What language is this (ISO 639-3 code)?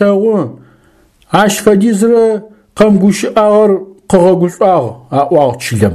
ady